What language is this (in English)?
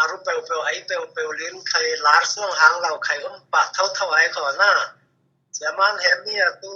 Falam Chin